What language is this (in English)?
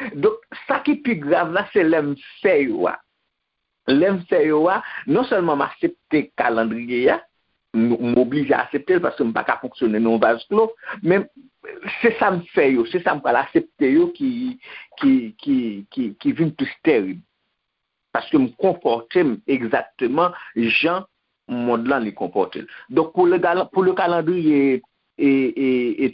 Haitian Creole